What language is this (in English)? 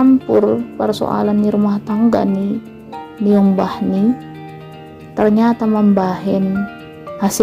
Batak Simalungun